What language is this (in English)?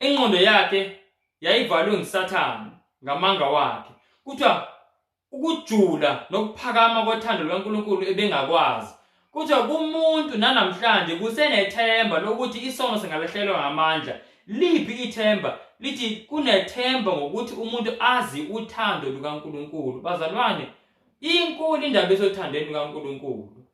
Zulu